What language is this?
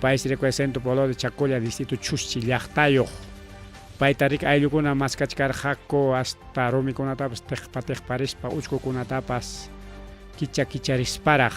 Ayacucho Quechua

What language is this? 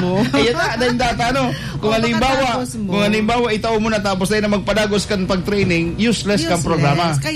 Bikol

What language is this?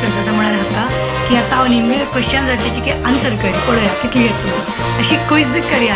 Konkani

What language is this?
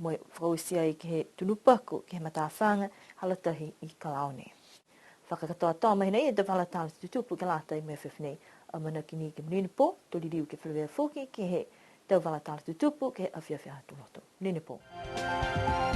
Niuean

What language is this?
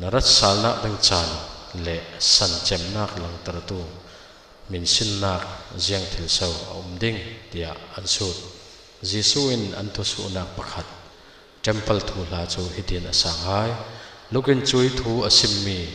Falam Chin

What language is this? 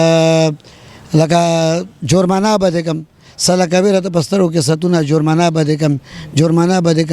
Pashto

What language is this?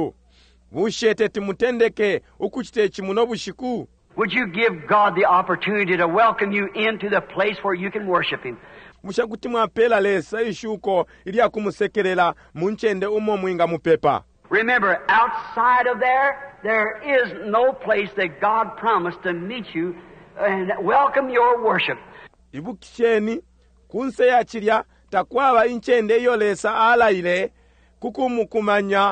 Bemba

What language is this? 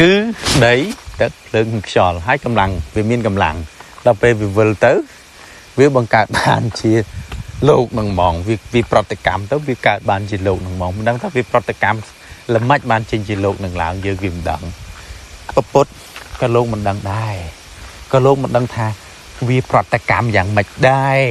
Khmer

